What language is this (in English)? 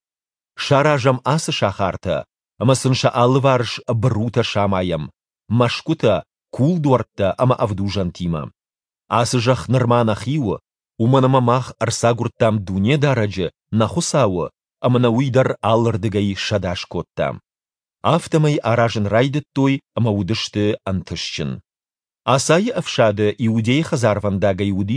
Ossetic